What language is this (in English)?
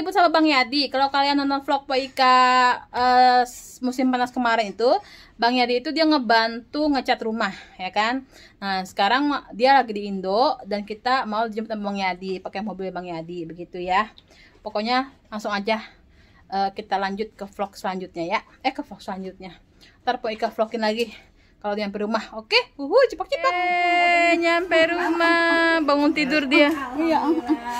Betawi